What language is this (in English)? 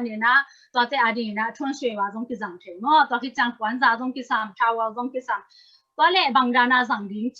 Tedim Chin